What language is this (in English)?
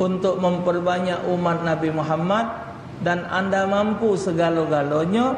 Musi